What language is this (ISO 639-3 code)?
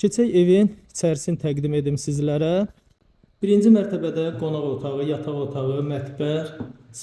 aze